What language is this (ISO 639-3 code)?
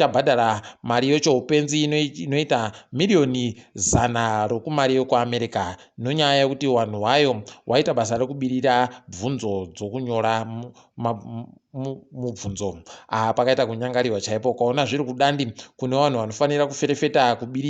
ndc